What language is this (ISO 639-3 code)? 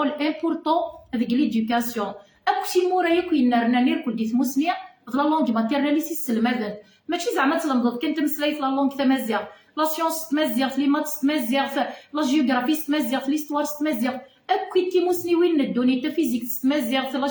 kab